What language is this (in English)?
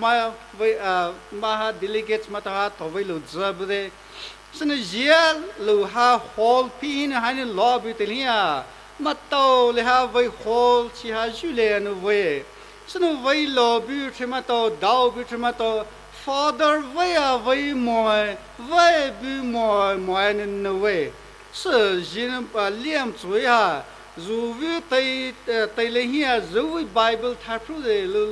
Poumei Naga